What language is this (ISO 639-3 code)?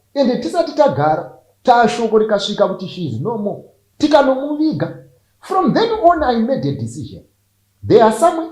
sna